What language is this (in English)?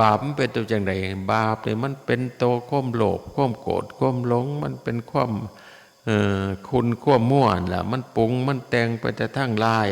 Northeastern Thai